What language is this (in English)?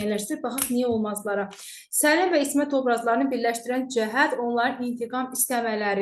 Azerbaijani